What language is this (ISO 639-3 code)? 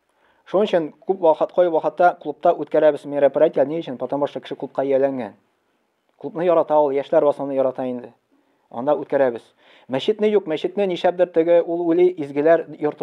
tat